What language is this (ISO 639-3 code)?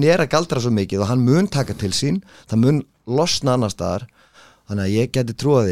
isl